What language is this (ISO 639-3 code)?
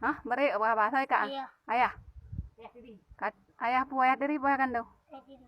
ace